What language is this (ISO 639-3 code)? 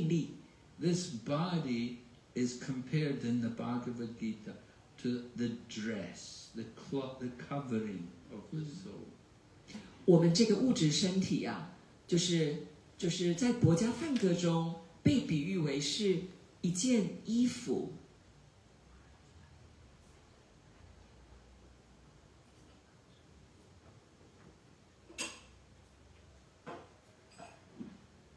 zho